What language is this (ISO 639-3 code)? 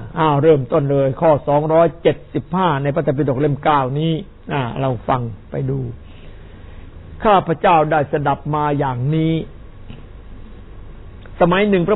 tha